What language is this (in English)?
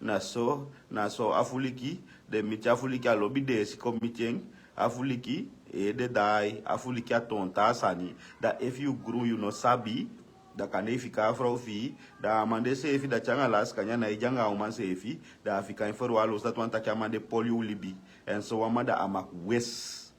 Sranan Tongo